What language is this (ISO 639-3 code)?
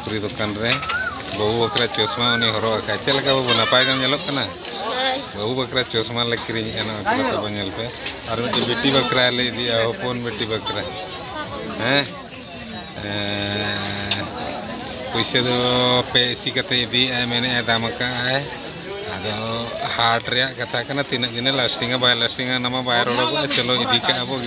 sat